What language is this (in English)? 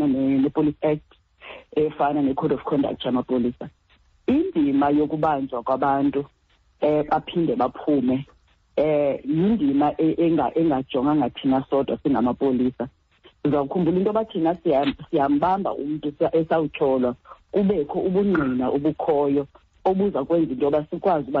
Xhosa